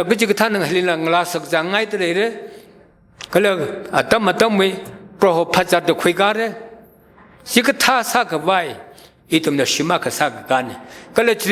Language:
Tangkhul Naga (India)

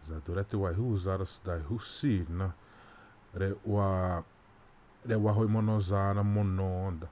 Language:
Xavánte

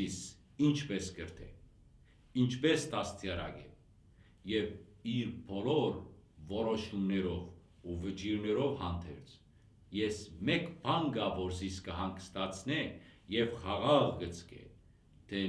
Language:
Western Armenian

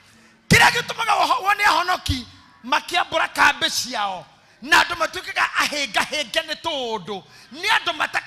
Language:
Kikuyu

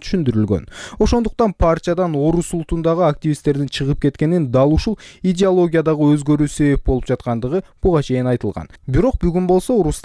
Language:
Kyrgyz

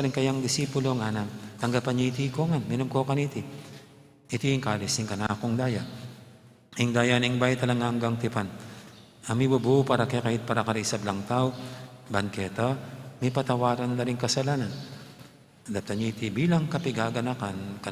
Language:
Pampanga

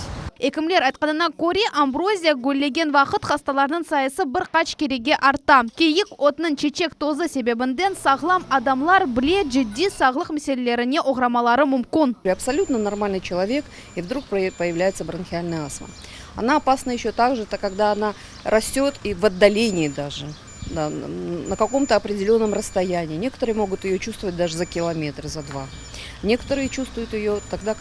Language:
Crimean Tatar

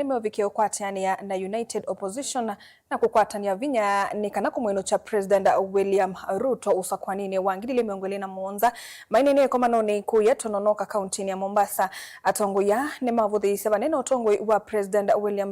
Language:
Kamba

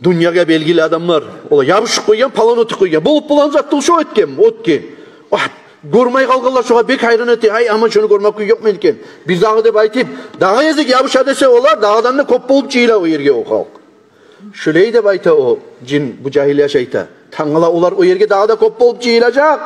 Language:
Kumyk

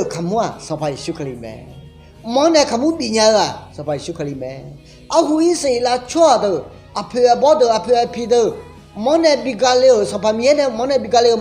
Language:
Akha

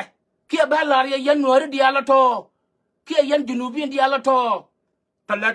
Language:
Nuer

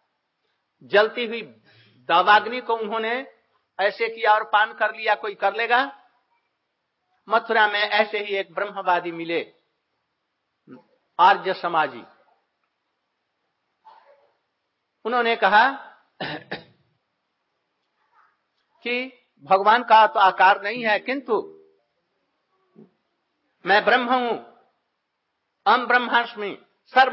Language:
Hindi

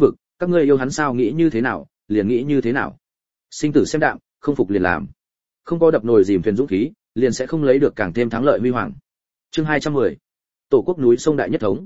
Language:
Vietnamese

